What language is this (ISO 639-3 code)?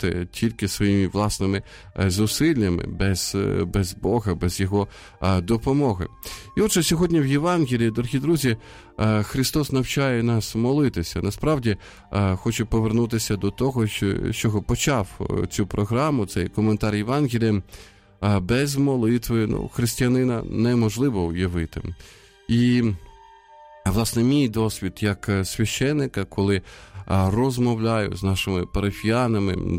ukr